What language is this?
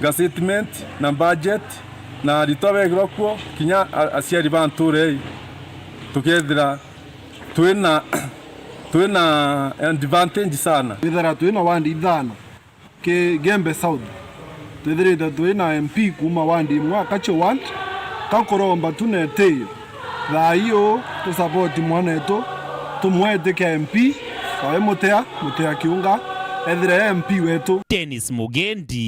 Meru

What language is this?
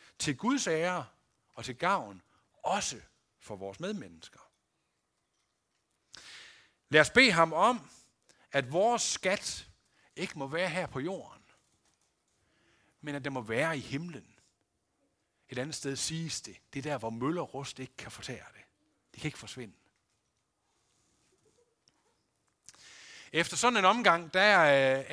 Danish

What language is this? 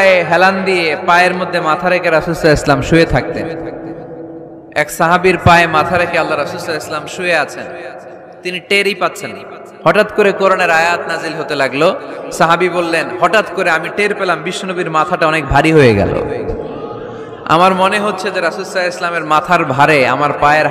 Bangla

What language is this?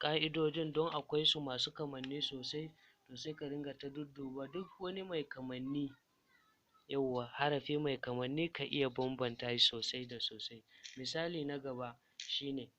Hausa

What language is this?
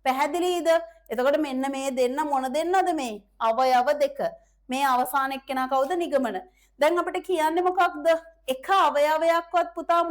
Sinhala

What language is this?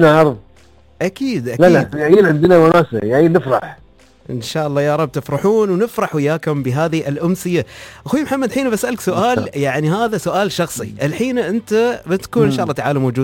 Najdi Arabic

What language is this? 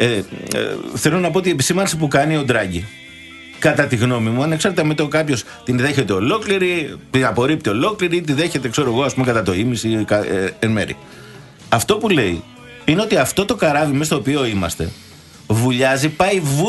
Greek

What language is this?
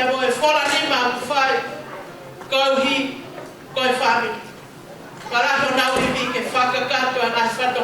Tongan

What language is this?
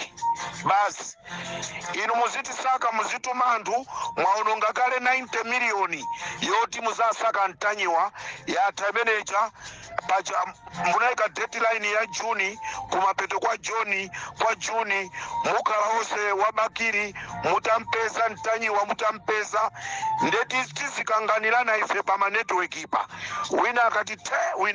Nyanja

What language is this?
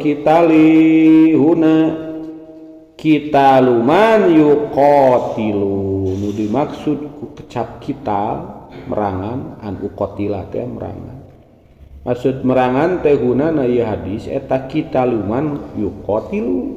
Sundanese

